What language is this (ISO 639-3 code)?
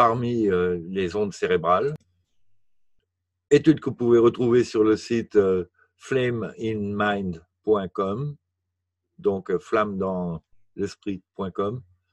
fra